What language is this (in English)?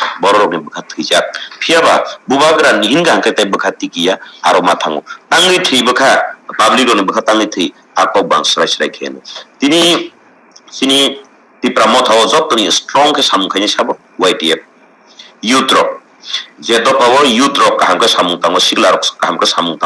Kok Borok